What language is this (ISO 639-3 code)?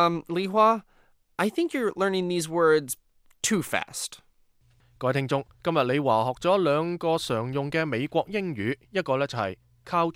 yue